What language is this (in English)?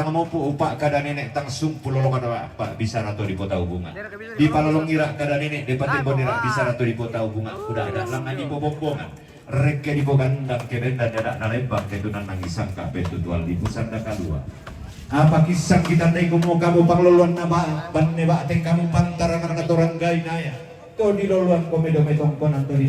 Toraja-Sa'dan